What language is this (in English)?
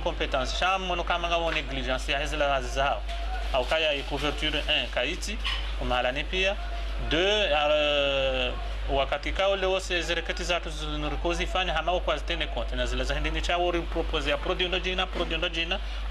Ngazidja Comorian